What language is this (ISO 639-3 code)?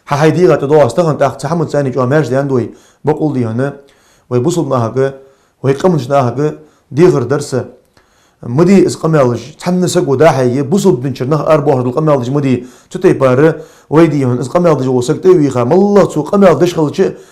inh